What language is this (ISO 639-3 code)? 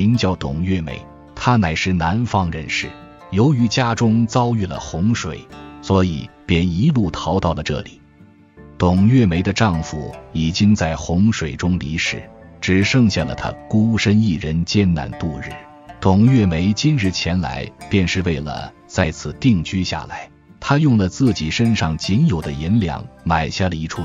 zho